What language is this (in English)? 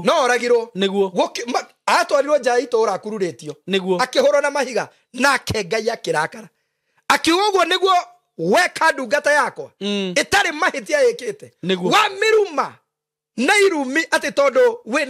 Kikuyu